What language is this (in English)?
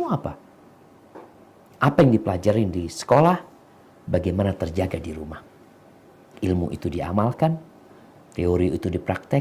Indonesian